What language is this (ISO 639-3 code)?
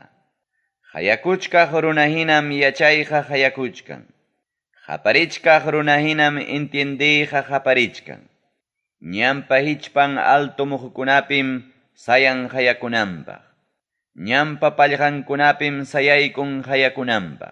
quy